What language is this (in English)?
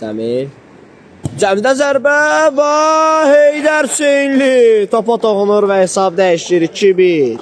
Azerbaijani